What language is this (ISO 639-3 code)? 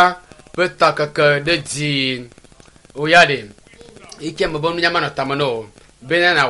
ewe